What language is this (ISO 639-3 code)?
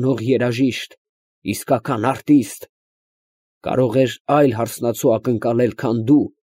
hye